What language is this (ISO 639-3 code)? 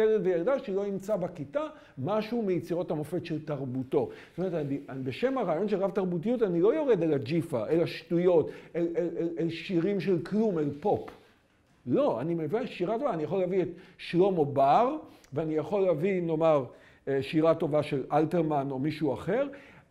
heb